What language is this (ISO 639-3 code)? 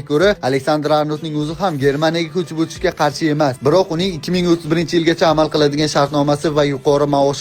uzb